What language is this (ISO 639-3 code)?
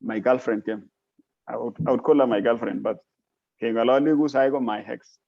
kln